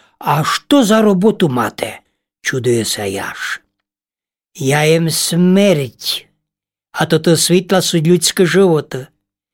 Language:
Rusyn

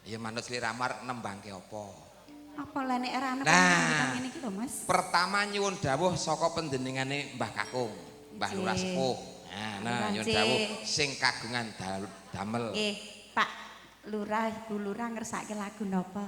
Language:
Javanese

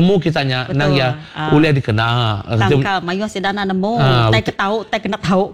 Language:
Iban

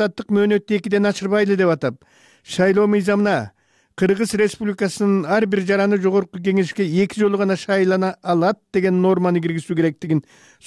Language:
Kyrgyz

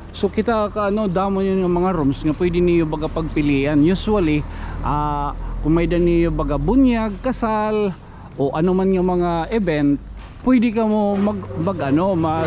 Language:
Waray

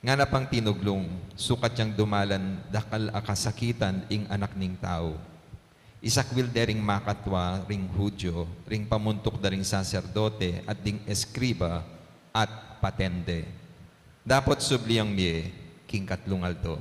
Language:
Pampanga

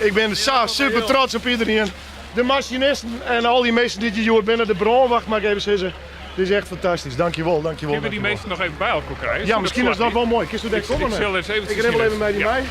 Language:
Western Frisian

